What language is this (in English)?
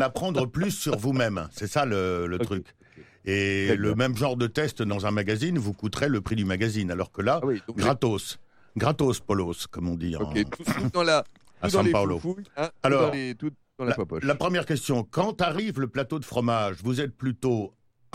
French